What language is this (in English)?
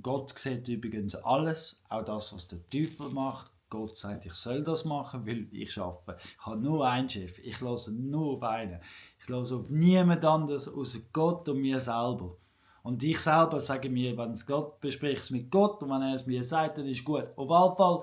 Swiss German